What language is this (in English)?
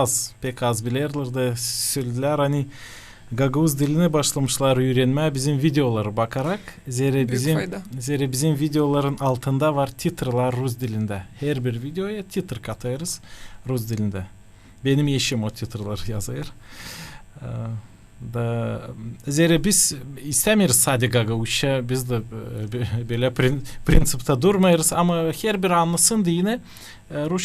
Gagauz